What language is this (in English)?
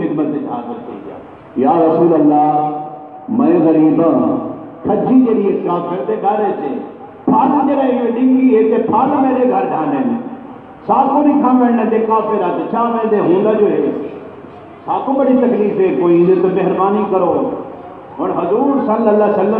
Saraiki